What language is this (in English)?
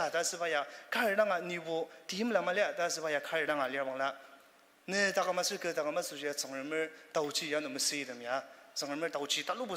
Ao Naga